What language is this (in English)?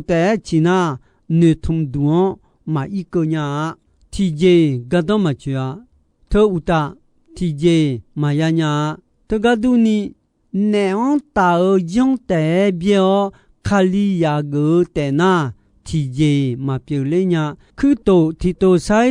Akha